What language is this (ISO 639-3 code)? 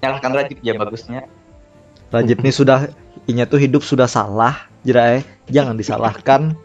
bjn